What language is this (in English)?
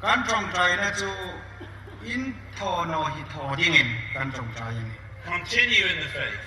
Hmar